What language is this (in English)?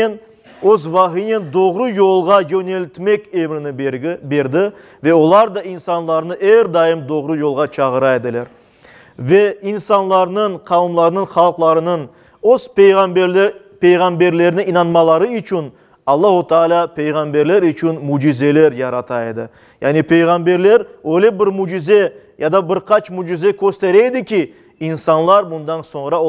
Crimean Tatar